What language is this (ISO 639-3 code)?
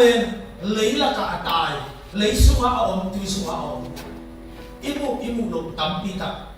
ctd